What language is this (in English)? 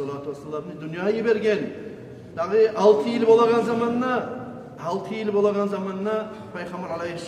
Kumyk